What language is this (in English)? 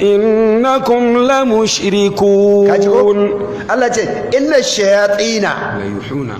Hausa